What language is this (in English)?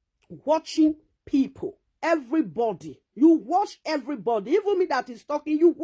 Nigerian Pidgin